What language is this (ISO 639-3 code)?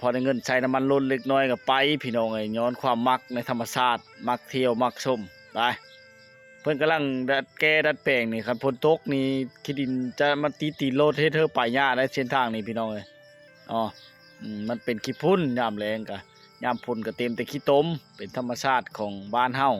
lao